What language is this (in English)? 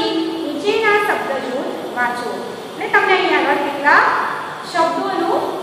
Gujarati